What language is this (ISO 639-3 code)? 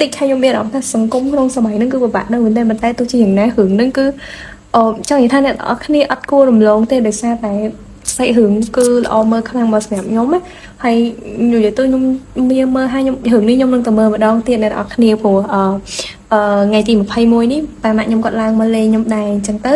khm